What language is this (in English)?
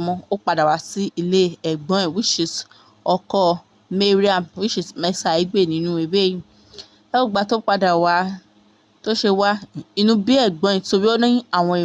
Yoruba